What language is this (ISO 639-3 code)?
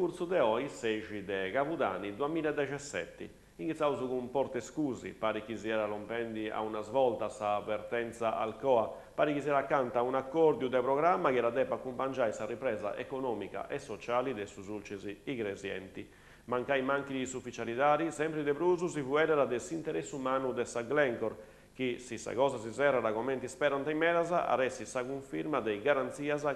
srd